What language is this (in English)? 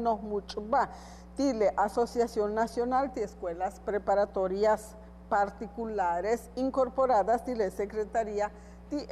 Yucateco